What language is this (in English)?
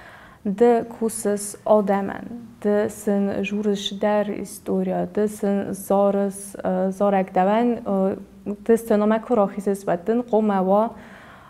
Ossetic